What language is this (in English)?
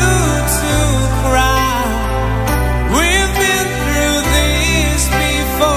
Portuguese